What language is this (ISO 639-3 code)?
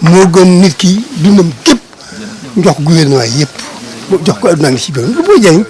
wol